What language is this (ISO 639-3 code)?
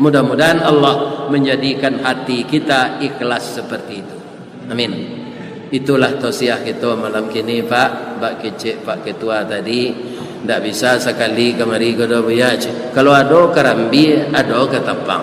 min